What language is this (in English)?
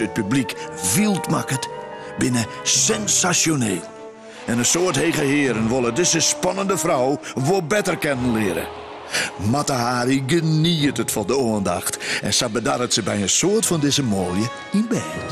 Western Frisian